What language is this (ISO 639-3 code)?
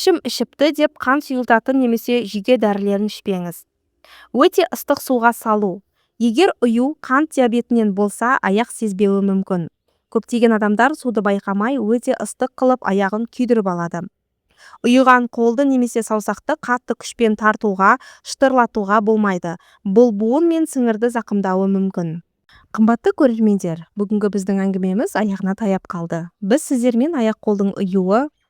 kaz